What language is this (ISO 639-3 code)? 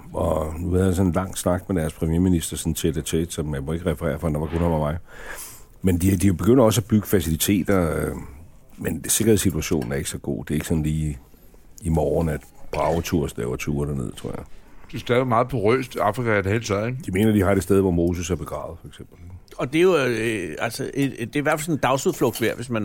dan